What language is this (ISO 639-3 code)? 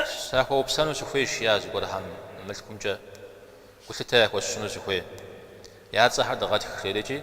kbd